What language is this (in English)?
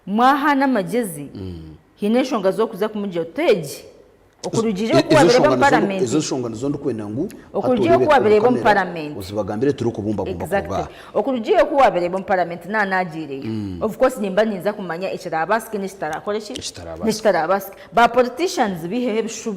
Nyankole